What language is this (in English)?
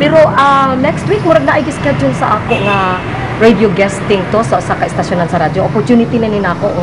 Cebuano